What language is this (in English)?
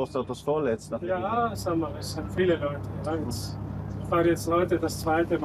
Romansh